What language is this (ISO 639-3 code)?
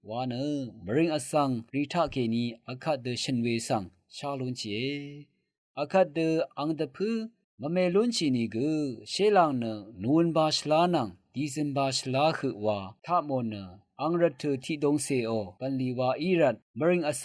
raw